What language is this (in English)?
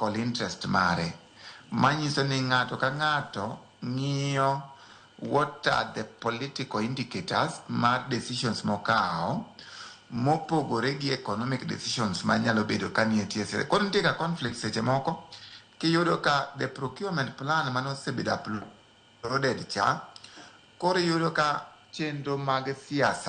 Luo (Kenya and Tanzania)